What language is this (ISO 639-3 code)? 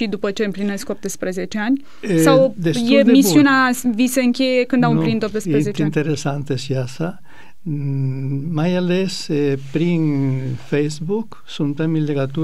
ron